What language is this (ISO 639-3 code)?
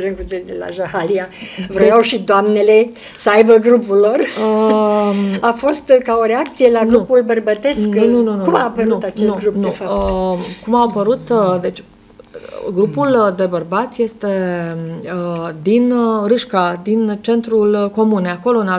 ron